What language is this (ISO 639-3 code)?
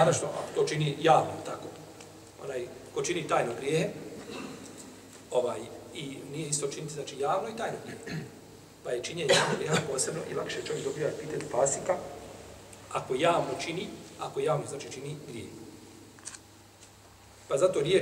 bos